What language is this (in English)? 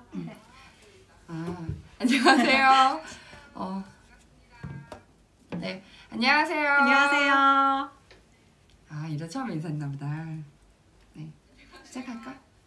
Korean